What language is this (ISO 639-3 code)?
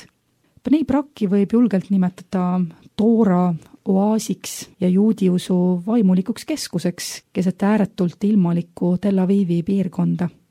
est